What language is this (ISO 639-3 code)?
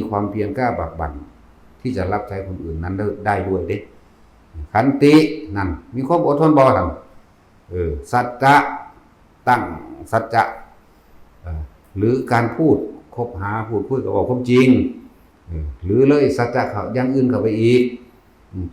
tts